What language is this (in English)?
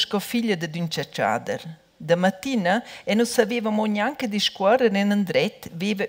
Romansh